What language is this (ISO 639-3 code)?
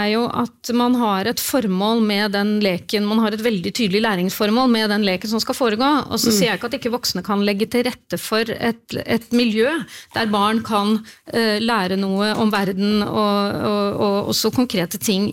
nor